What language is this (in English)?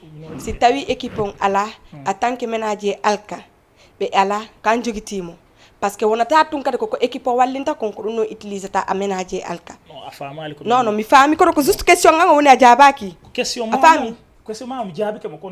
Fula